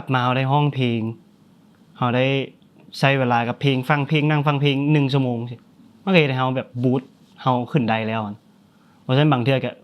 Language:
Lao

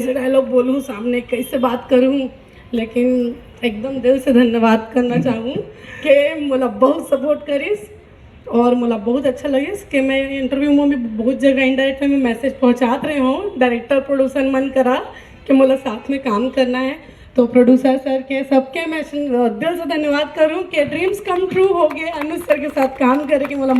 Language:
Chhattisgarhi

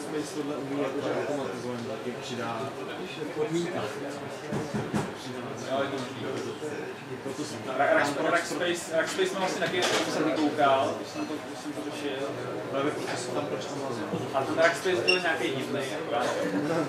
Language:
Czech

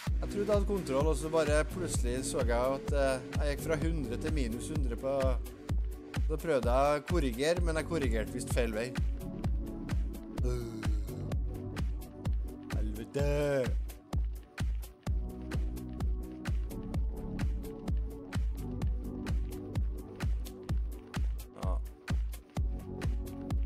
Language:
Norwegian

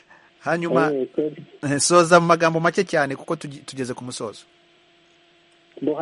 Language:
Kinyarwanda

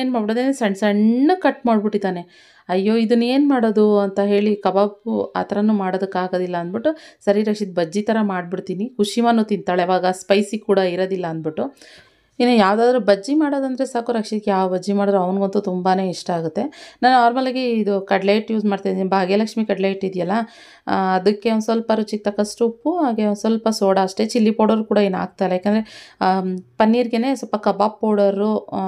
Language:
Kannada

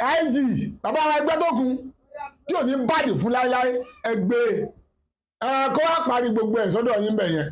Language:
Yoruba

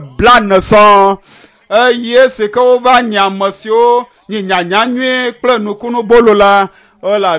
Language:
Ewe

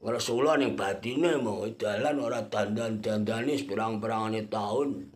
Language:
Javanese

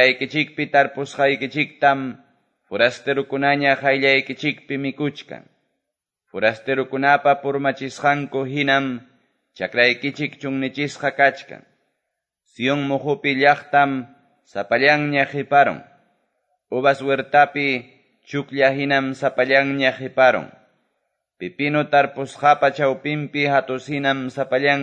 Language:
Quechua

